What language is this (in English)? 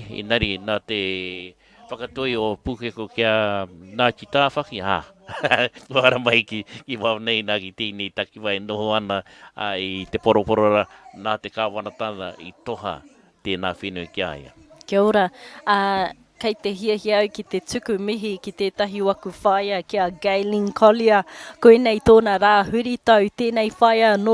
Māori